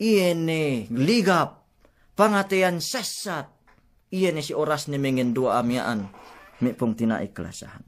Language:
Yakan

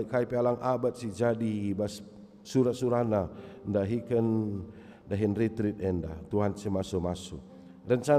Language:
Batak Karo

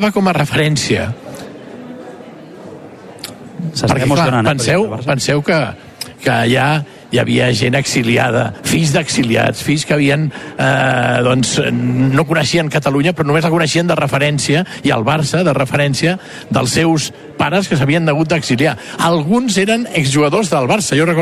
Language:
Catalan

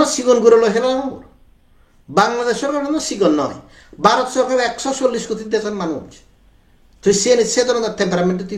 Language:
Chakma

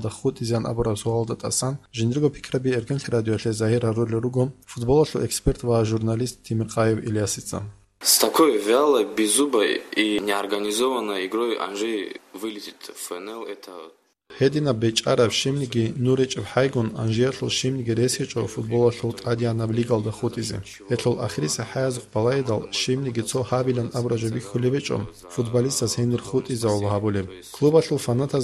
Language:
Avaric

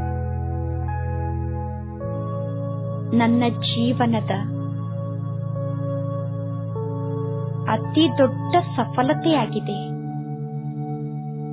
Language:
Kannada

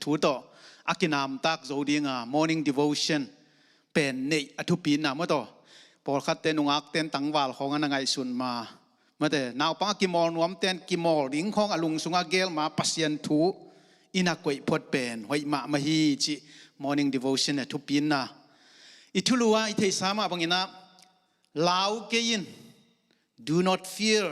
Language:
Tedim Chin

